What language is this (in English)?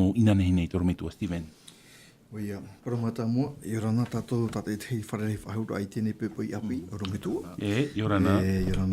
Tahitian